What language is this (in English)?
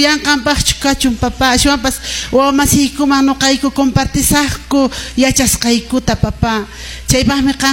Quechua